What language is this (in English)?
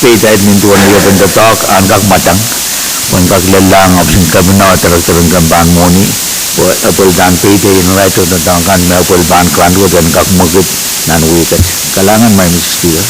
Pohnpeian